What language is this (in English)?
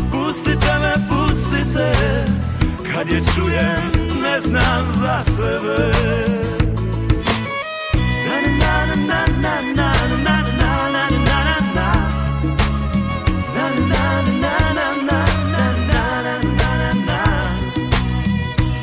Serbian